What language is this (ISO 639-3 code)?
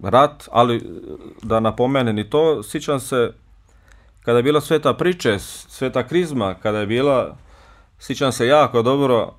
bos